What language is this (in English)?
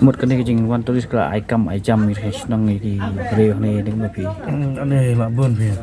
Khasi